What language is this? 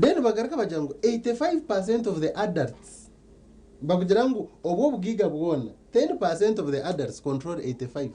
Nyankole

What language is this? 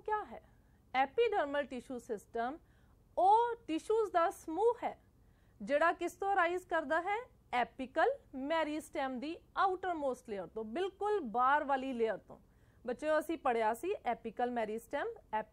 Punjabi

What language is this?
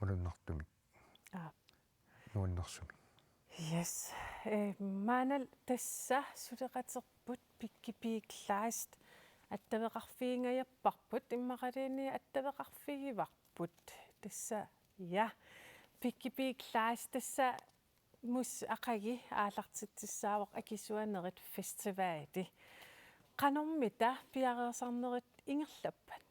Kalaallisut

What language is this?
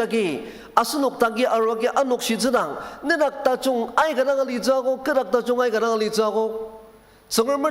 Ao Naga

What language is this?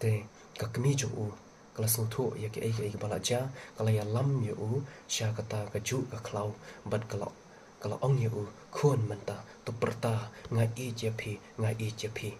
Khasi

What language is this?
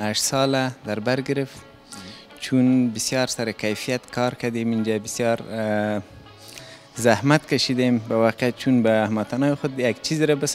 Persian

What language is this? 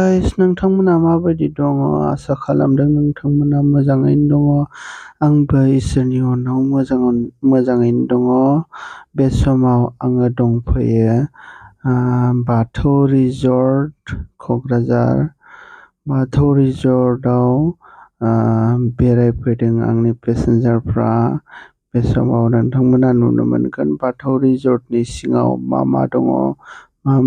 Bodo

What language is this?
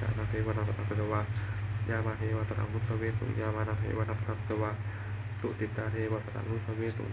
Pali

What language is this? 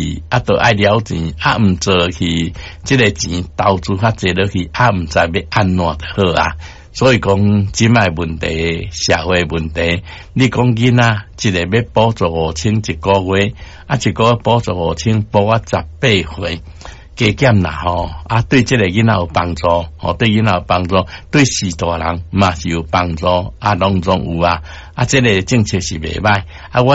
Min Nan Chinese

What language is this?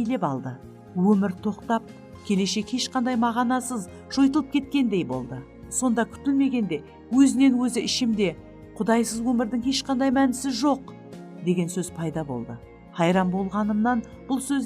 Kara-Kalpak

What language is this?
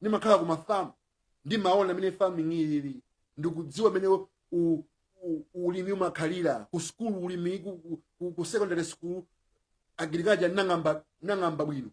Nyanja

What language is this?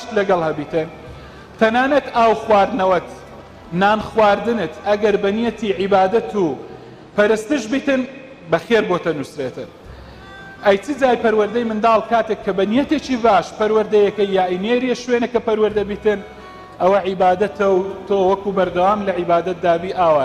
Central Kurdish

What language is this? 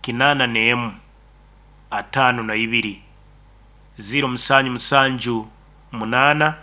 Nyankole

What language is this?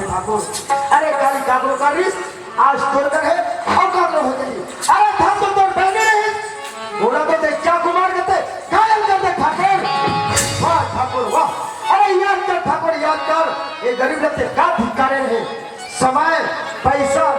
Chhattisgarhi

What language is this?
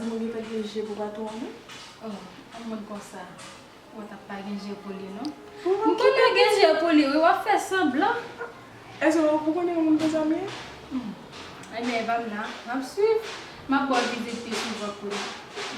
Haitian Creole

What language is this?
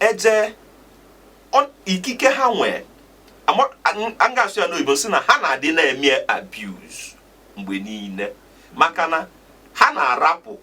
Igbo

